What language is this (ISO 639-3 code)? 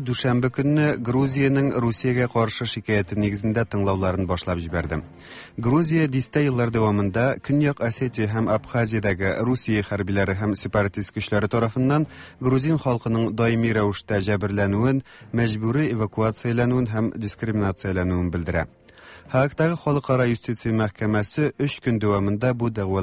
tat